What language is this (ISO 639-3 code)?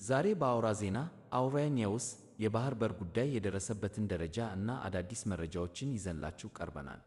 amh